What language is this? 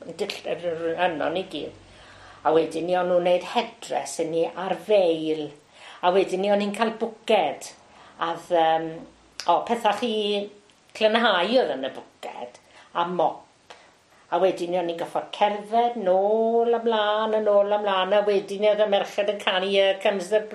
Welsh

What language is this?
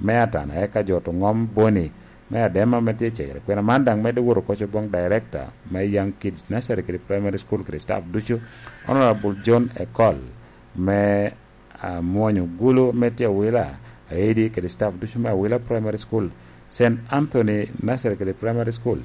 Lango (Uganda)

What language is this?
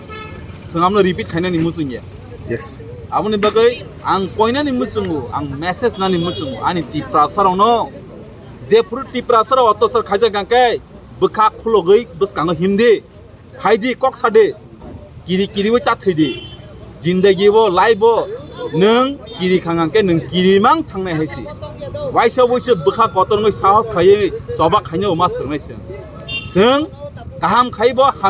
Kok Borok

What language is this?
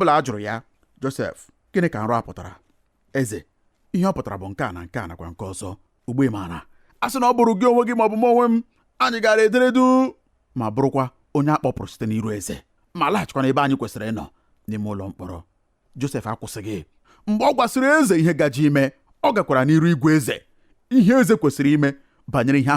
Igbo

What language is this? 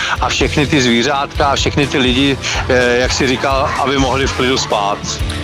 Czech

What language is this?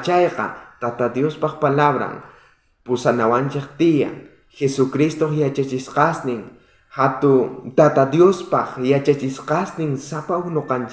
South Bolivian Quechua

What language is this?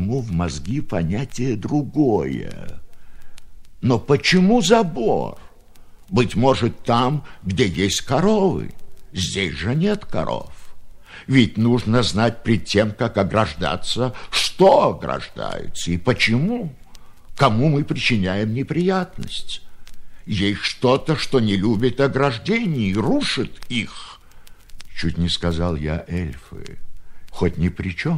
Russian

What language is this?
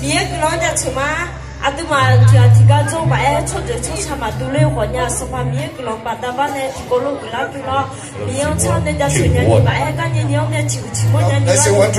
Akha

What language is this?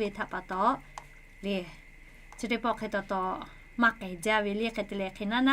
Lahu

